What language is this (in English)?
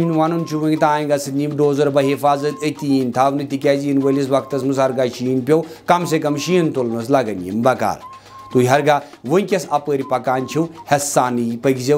Kashmiri